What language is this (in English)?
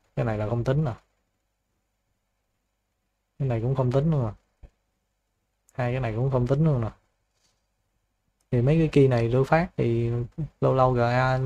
Vietnamese